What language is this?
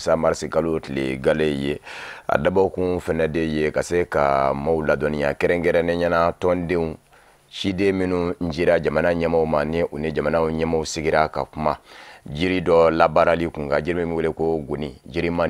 Bambara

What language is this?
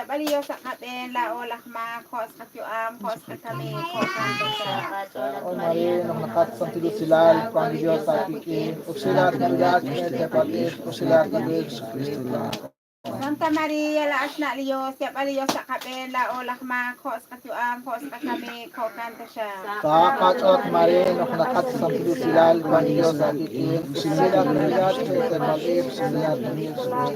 Kekchí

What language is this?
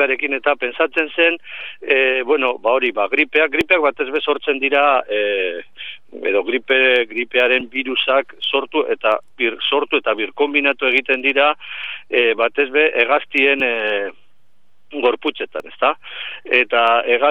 Basque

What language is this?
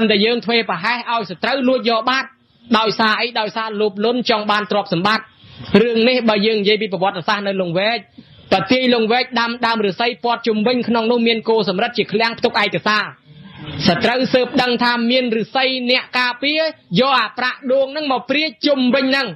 Khmer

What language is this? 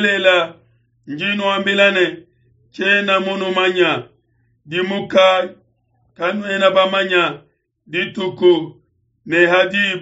Luba-Lulua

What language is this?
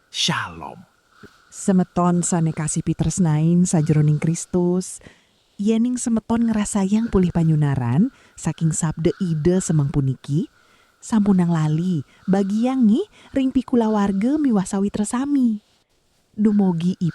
Balinese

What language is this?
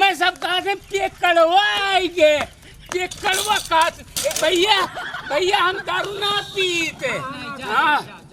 Awadhi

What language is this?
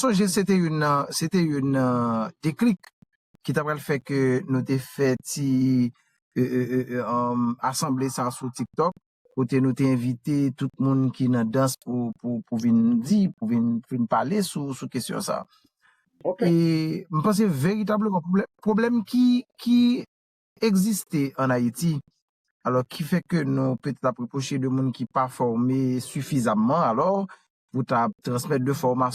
Haitian Creole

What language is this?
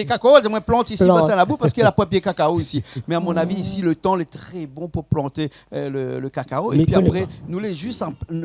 Réunion Creole French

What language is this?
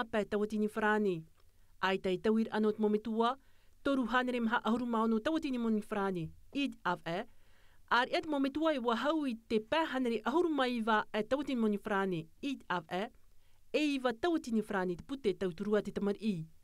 Tahitian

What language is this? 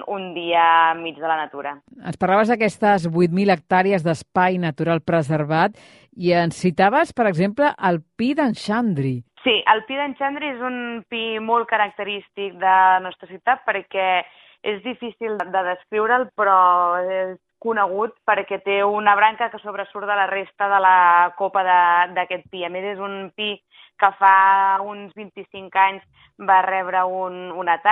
Catalan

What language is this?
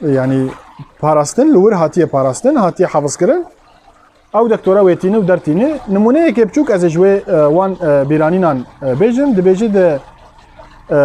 Kurdish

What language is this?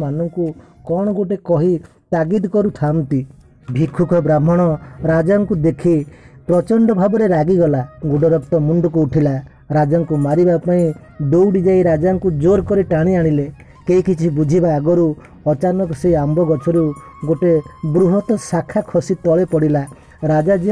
Odia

